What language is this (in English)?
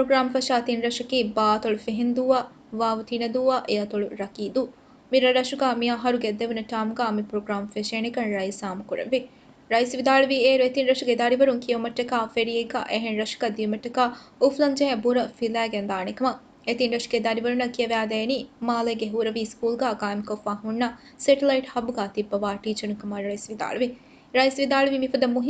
Divehi